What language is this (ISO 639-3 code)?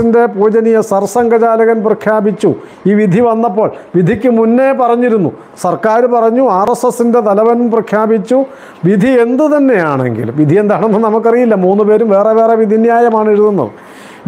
mal